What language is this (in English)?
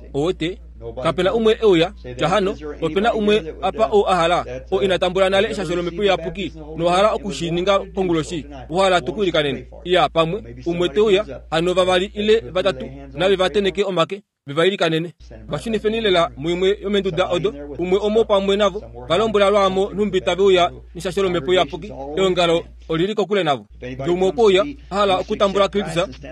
Kuanyama